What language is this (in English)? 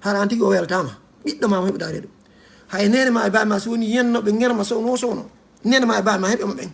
Fula